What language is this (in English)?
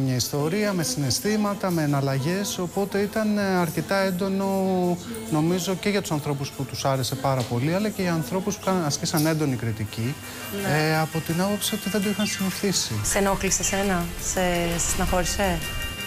Greek